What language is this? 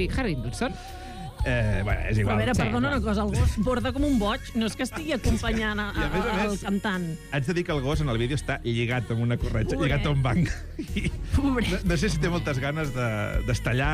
Catalan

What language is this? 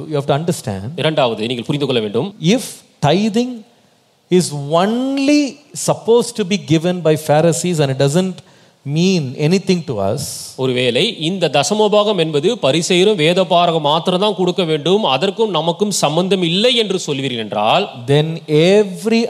Tamil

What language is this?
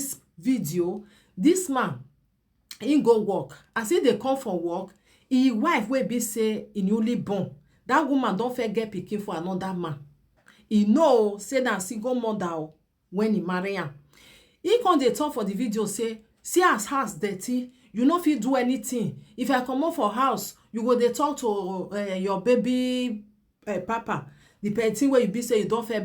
Nigerian Pidgin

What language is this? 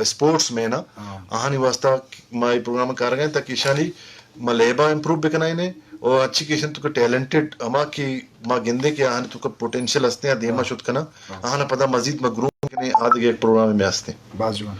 Eastern Balochi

